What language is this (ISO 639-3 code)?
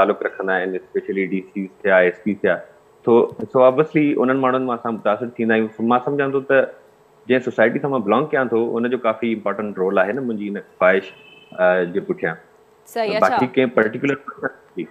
snd